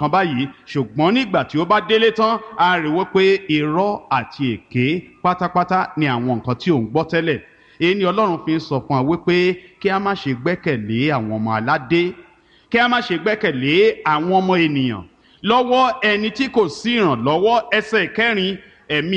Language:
Yoruba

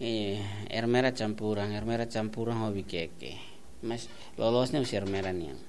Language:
Tetum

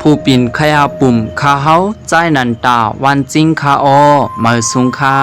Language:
Lao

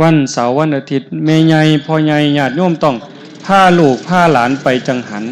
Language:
Northeastern Thai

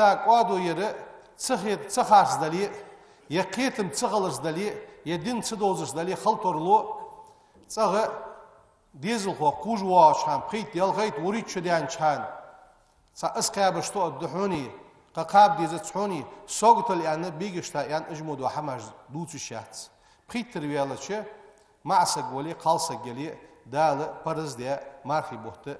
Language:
Ingush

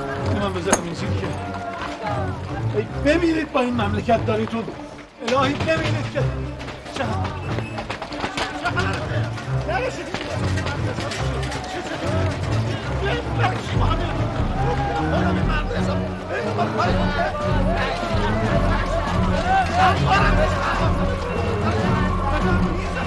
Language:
Persian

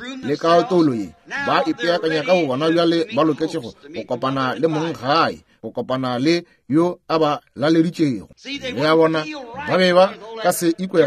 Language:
Northern Sotho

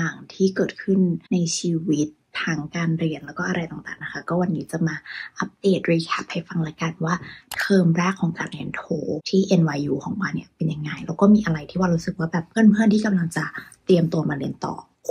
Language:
Thai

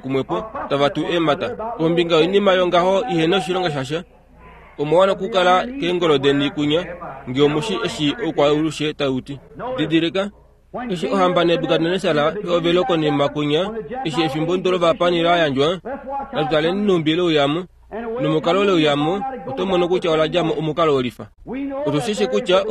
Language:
Kuanyama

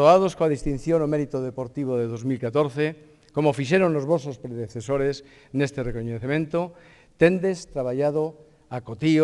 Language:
Galician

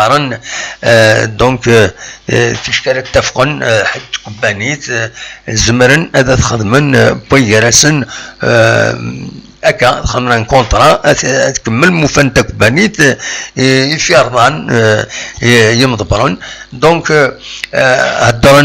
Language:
Kabyle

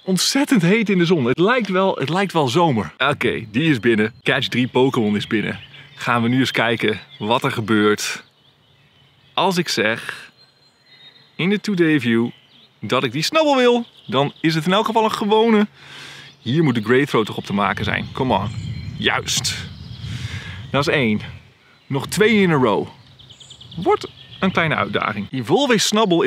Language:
Dutch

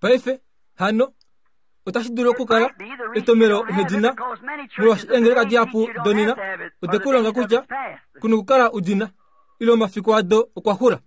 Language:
Kuanyama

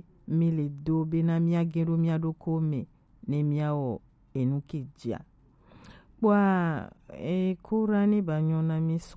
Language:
Gen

